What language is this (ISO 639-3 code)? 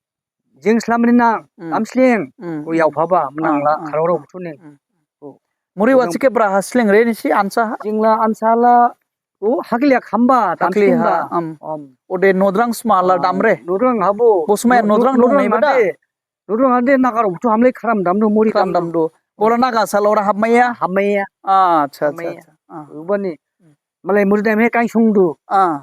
dis